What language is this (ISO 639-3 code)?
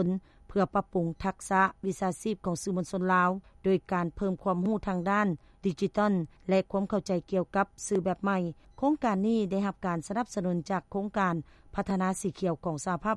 lao